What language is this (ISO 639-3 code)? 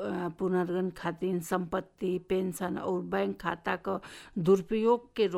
bho